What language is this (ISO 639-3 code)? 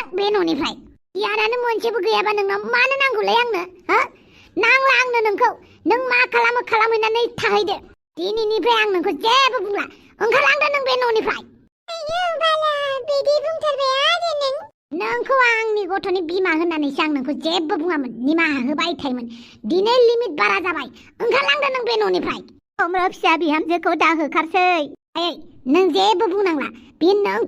brx